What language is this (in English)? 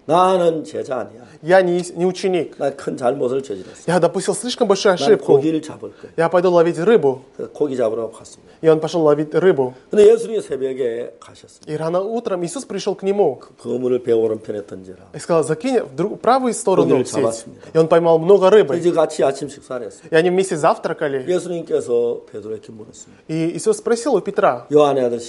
Korean